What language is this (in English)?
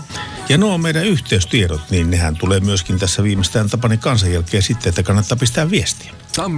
Finnish